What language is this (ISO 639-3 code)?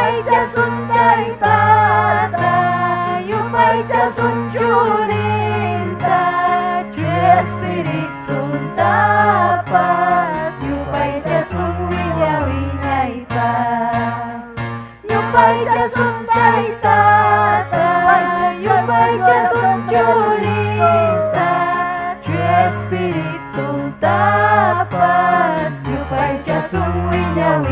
quy